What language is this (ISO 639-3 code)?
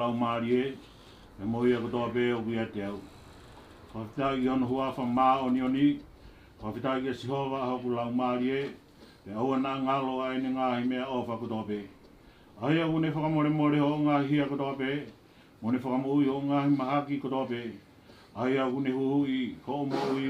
ton